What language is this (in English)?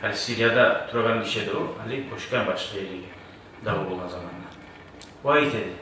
Kumyk